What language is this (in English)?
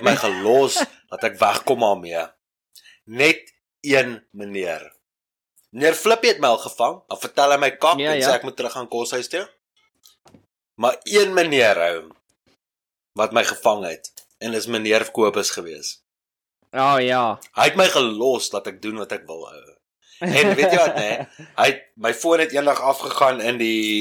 Afrikaans